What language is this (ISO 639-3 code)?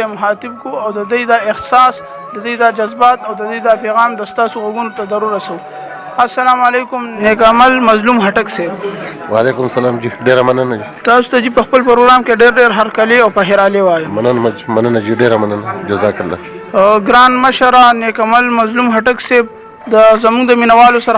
pus